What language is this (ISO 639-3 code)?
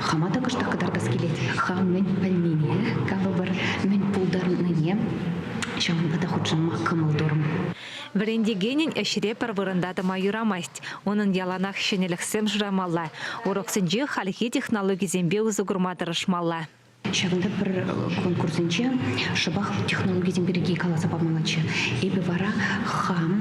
chv